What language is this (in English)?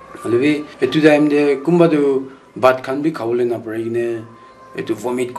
Naga Pidgin